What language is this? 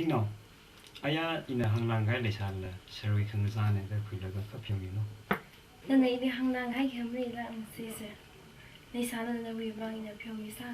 Tangkhul Naga (India)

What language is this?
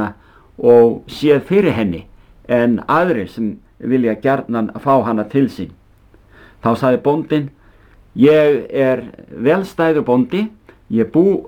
Icelandic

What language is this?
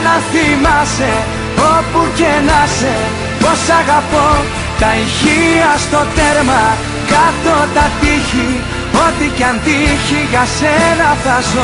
Greek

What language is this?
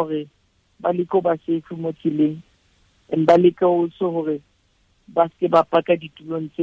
Southern Sotho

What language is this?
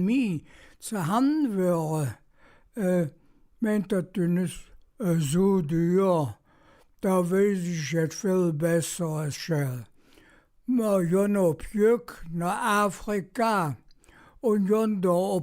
Colognian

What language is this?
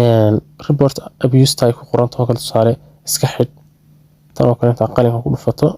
Somali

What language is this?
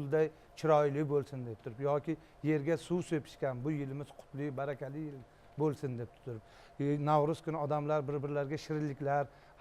Uzbek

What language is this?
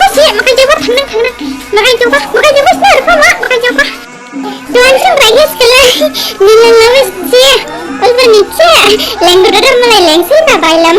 Dimasa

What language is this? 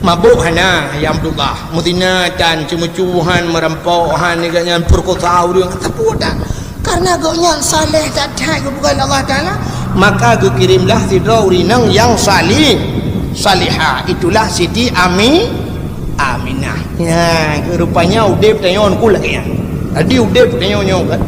Achinese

